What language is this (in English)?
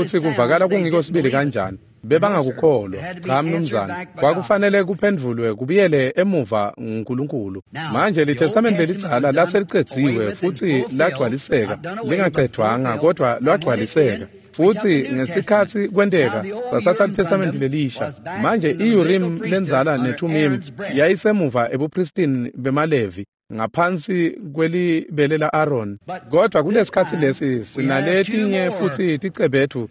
Swati